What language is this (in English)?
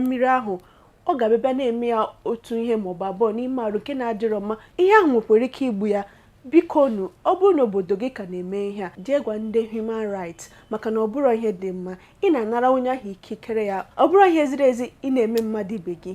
Igbo